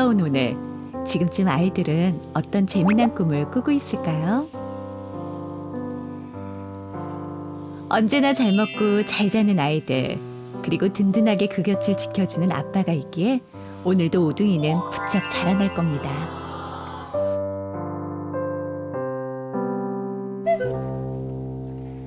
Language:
Korean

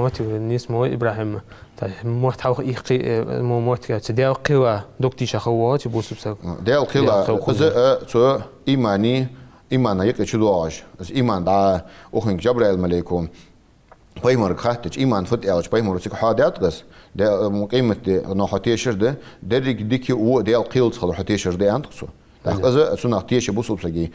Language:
Ingush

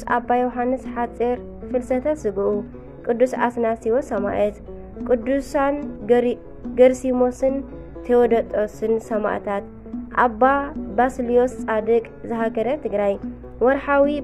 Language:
Tigrinya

